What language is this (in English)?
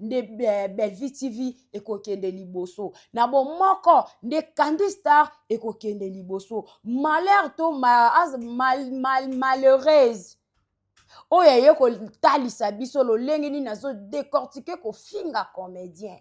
Lingala